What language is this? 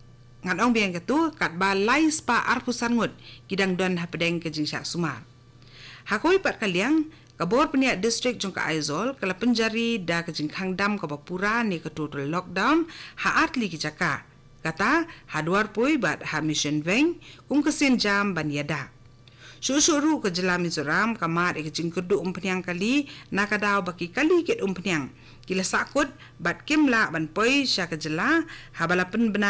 Khasi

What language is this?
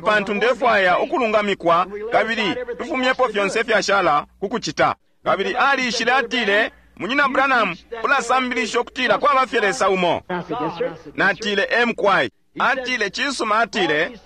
Bemba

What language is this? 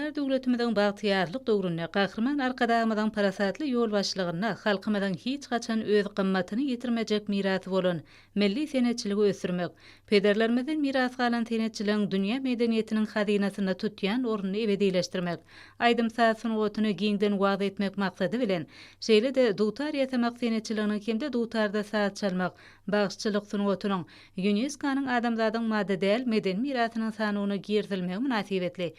Turkmen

